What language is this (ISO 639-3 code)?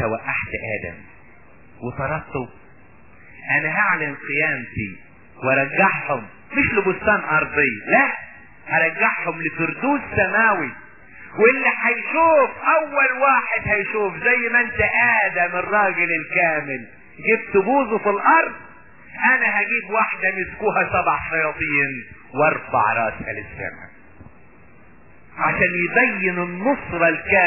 arz